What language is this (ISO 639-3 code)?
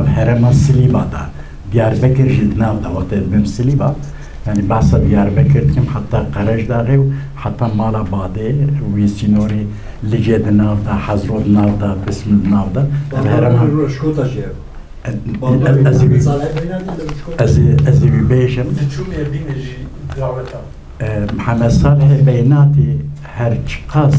kur